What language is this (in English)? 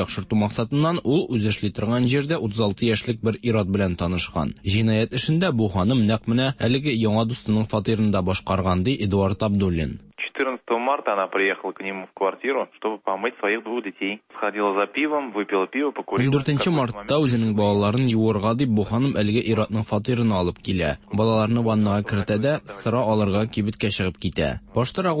Tatar